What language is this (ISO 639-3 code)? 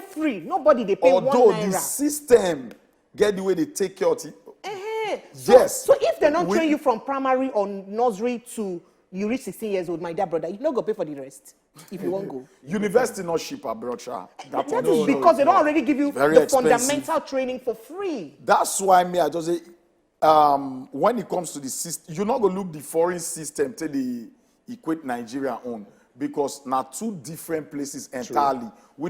pcm